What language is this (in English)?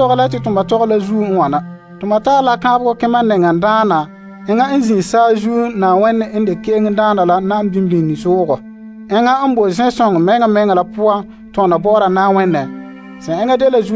Frafra